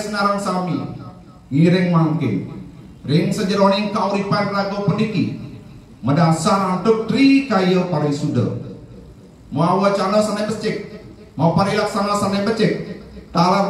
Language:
Balinese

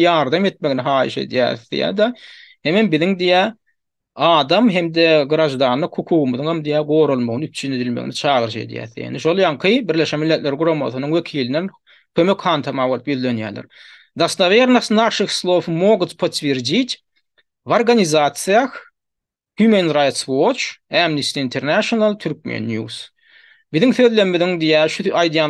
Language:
Turkmen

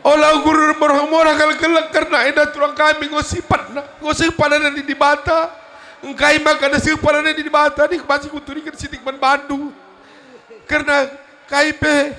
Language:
Batak Karo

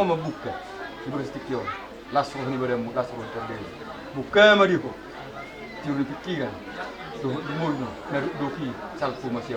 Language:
Batak Toba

